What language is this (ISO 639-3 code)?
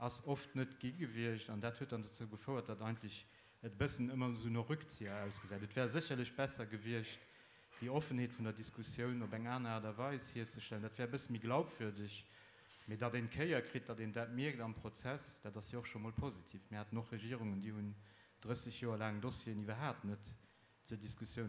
ltz